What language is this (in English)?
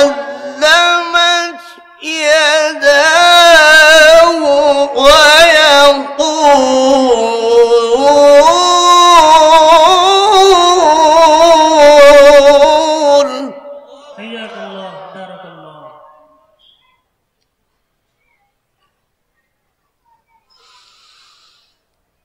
Arabic